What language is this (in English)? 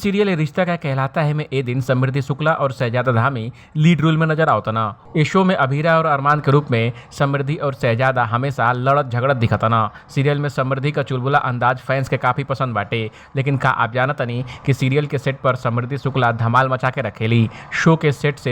Bhojpuri